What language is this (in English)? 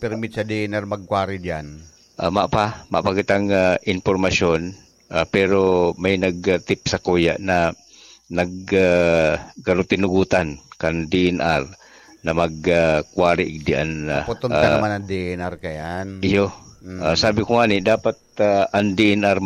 Bikol